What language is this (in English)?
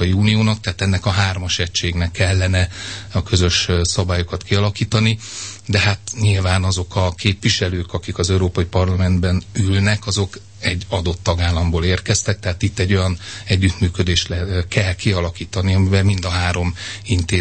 Hungarian